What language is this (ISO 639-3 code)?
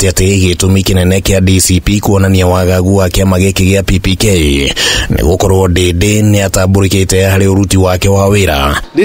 kik